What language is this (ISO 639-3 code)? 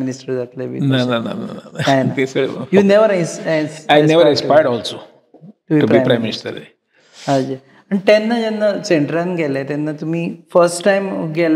kok